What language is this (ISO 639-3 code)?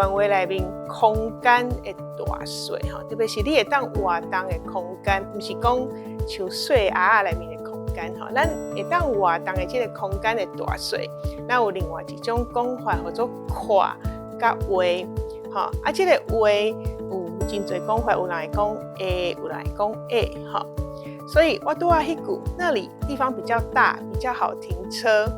nan